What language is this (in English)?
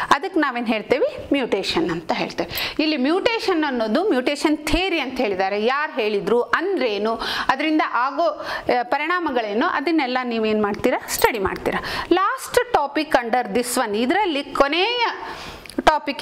Kannada